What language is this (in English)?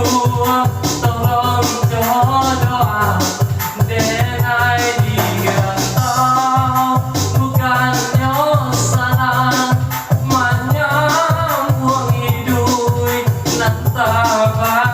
Minangkabau